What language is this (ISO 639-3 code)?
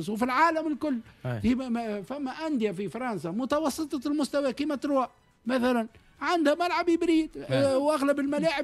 aeb